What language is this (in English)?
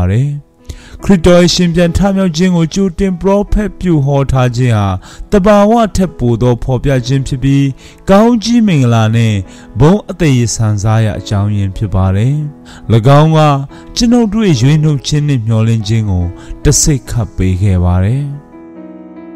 Burmese